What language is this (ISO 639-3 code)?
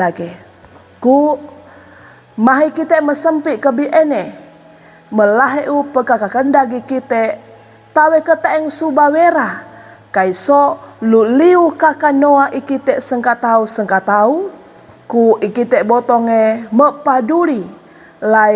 sxn